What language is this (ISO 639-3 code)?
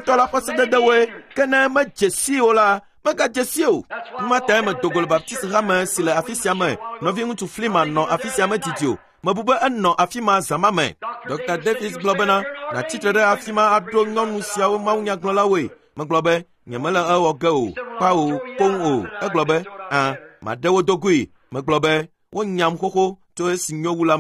ewe